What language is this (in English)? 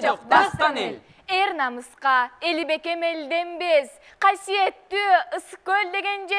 Kyrgyz